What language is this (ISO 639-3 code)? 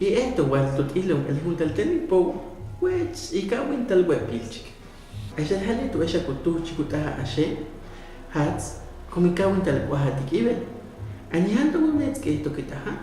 hus